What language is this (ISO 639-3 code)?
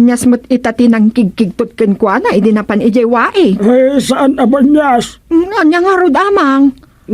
ilo